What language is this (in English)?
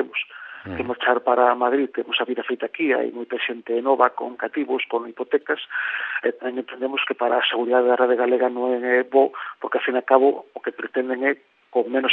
Galician